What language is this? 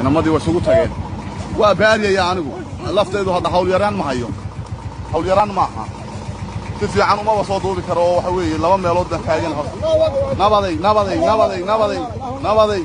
Somali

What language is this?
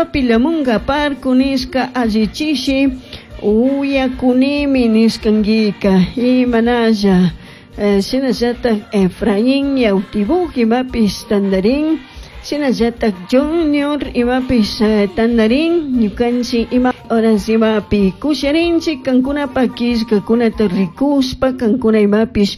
Chimborazo Highland Quichua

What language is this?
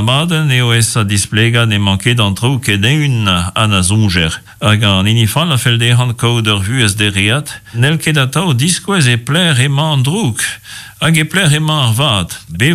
Breton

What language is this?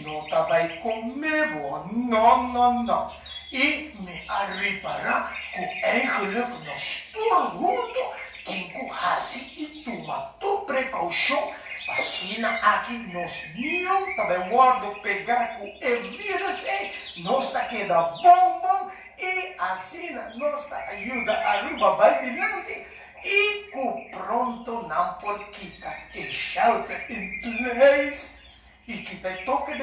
Papiamento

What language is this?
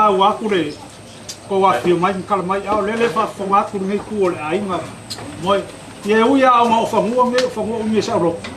Samoan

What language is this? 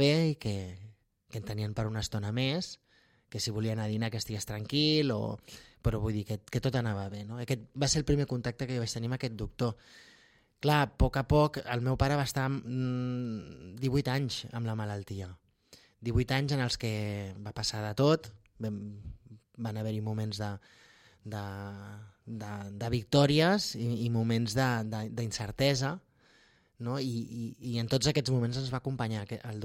Catalan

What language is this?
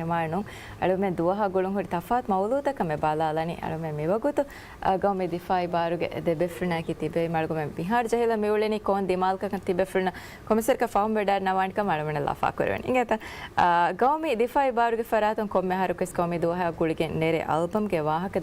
Divehi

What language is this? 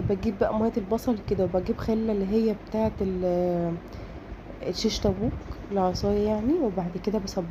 Egyptian Arabic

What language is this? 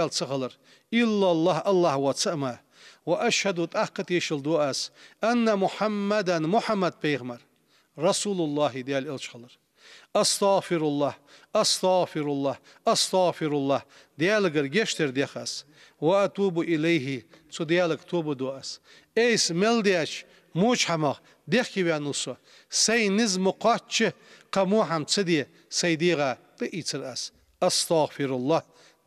Ingush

